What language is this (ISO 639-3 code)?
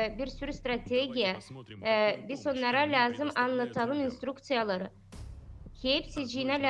gag